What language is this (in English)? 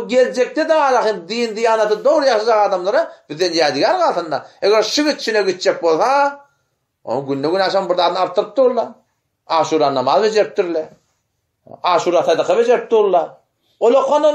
Turkmen